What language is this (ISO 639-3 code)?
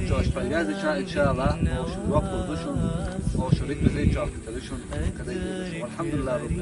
che